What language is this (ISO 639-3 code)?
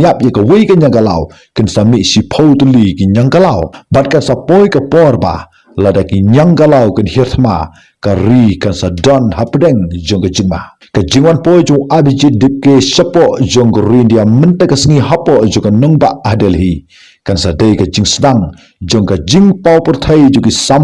kha